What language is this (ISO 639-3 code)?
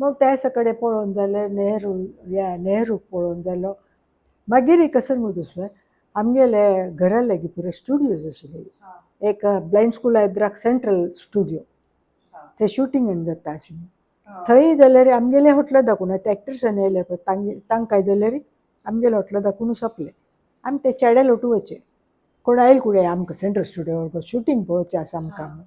kok